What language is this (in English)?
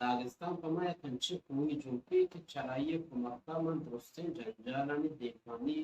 Baluchi